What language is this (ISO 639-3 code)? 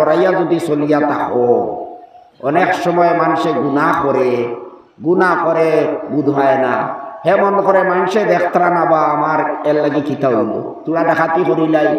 syl